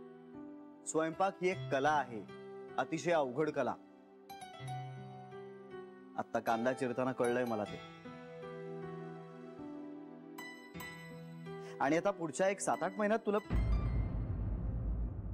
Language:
Marathi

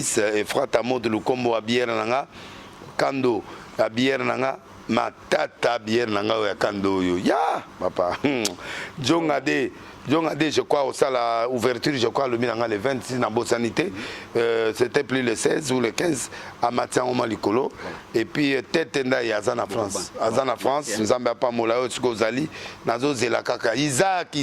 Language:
Lingala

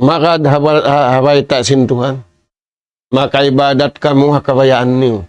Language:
Tausug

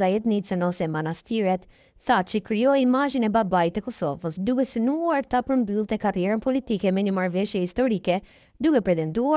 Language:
Albanian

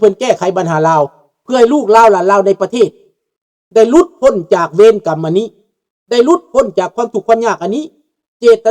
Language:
Lao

